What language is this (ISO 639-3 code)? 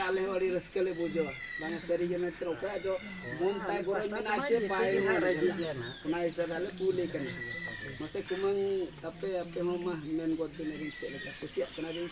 sat